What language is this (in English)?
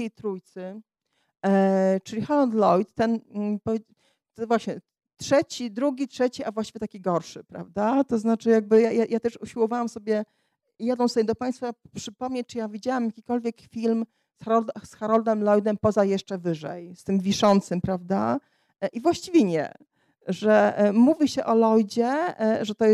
Polish